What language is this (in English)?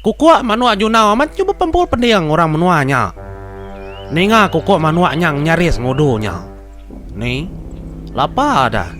Iban